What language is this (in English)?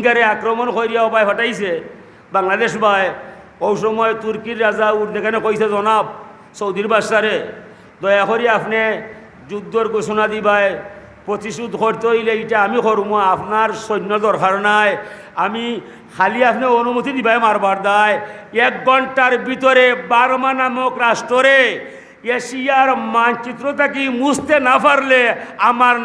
Sylheti